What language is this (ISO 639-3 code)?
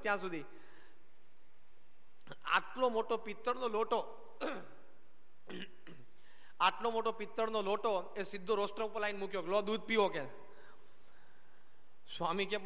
guj